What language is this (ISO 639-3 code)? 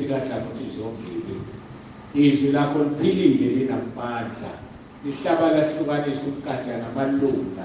zul